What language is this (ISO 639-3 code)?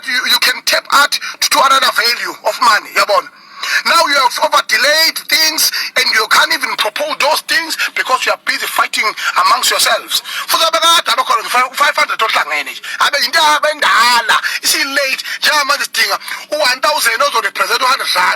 zul